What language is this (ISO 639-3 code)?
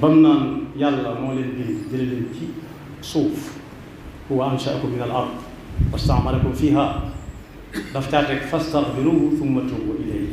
wol